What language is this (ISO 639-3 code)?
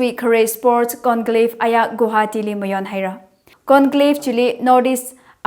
nmf